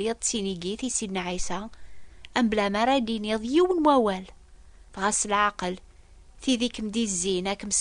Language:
Kabyle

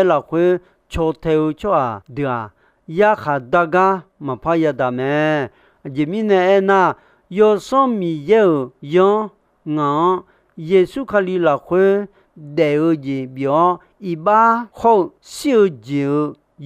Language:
Akha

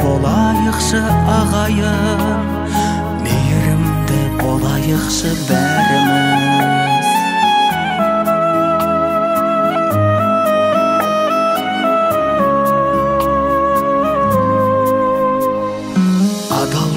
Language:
Kazakh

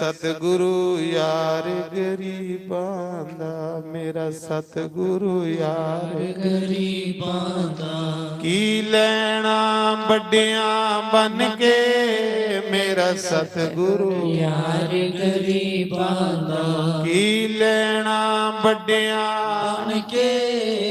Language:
Dogri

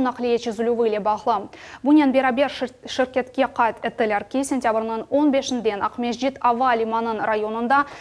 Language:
Crimean Tatar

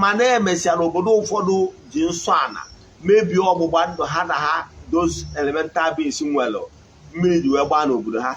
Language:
Igbo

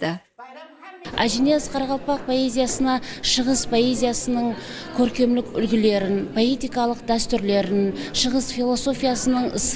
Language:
Kara-Kalpak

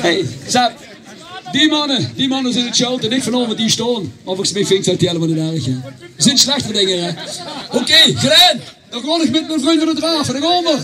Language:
Limburgish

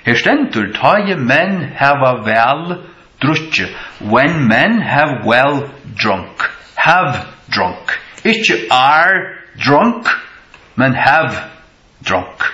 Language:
Faroese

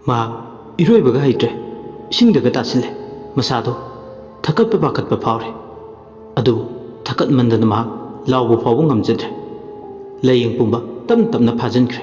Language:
Manipuri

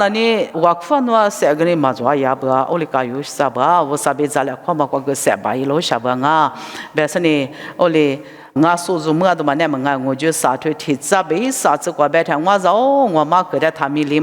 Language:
Lisu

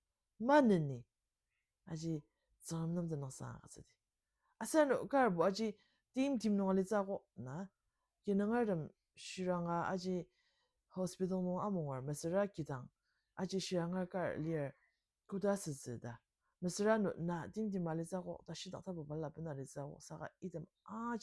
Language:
Ao Naga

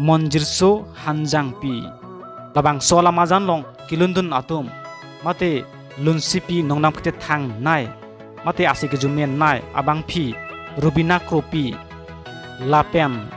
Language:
Karbi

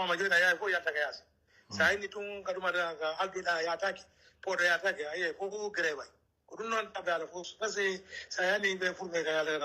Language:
Pular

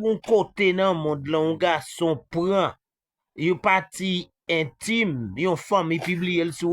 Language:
Haitian Creole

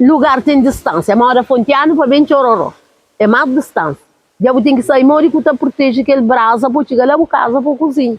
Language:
Kabuverdianu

